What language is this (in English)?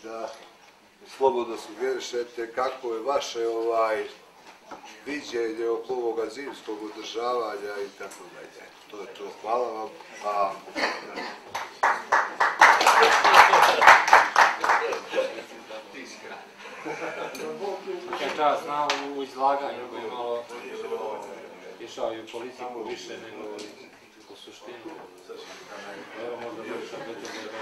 Serbian